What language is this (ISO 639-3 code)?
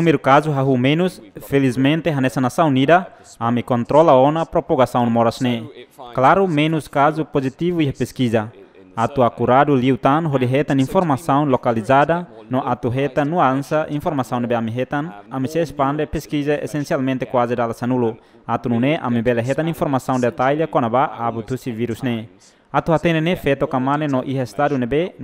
tet